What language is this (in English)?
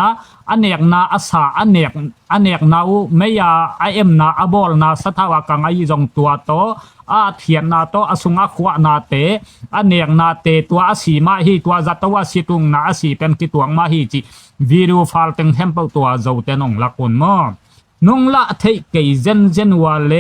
Tedim Chin